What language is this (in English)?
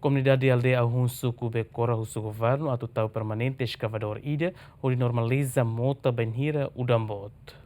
Tetum